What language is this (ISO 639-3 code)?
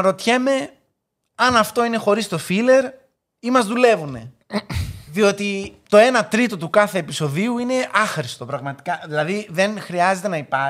ell